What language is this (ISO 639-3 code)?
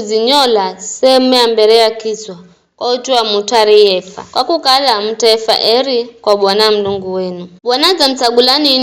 nyf